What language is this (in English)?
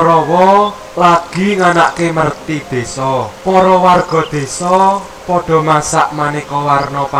Javanese